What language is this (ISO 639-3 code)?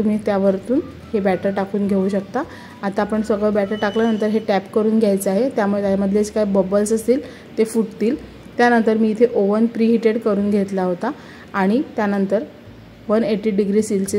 mar